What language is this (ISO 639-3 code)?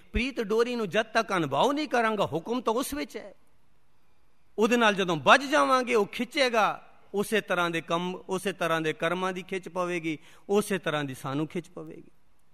pan